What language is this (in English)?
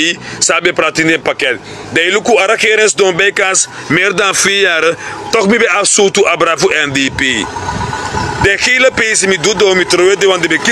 Sranan Tongo